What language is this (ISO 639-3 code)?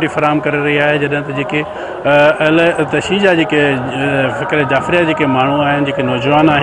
snd